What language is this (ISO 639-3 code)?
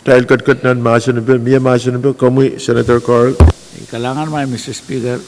pon